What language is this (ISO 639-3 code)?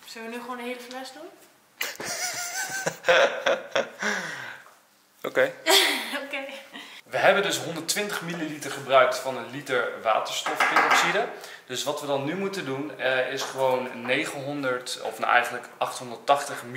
nld